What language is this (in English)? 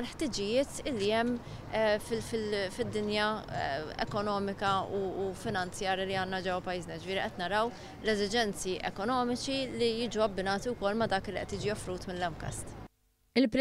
Maltese